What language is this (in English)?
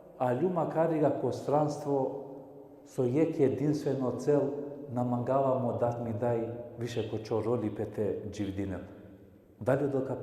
Balkan Romani